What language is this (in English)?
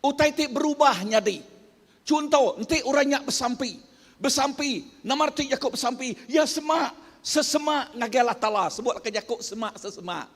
Iban